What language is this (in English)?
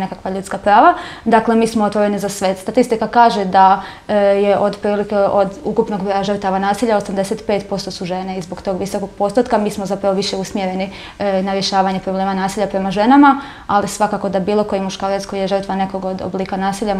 Croatian